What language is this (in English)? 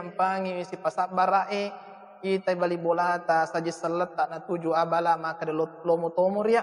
Buginese